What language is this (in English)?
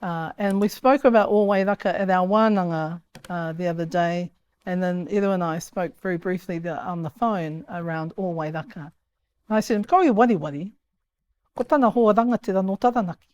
Māori